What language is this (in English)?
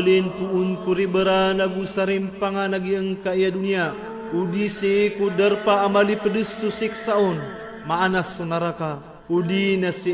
Maranao